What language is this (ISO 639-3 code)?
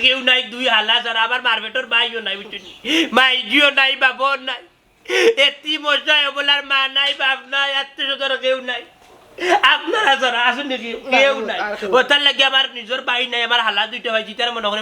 syl